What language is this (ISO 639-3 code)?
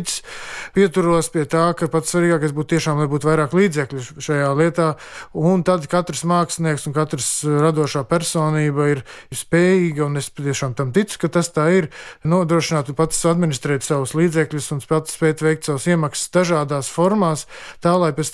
lav